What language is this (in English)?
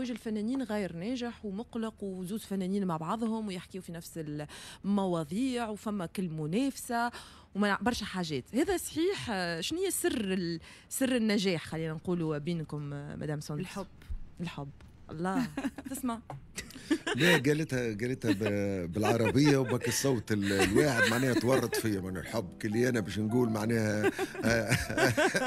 Tunisian Arabic